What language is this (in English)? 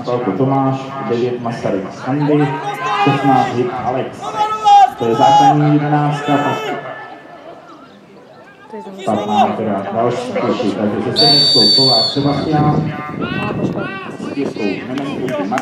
Czech